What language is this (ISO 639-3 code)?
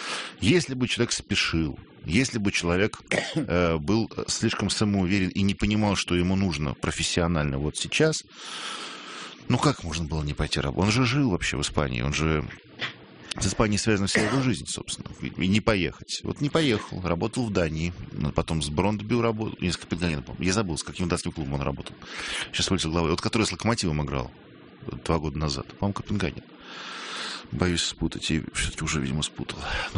rus